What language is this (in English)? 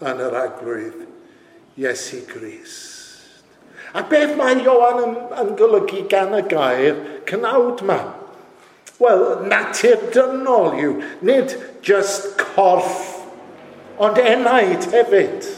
Welsh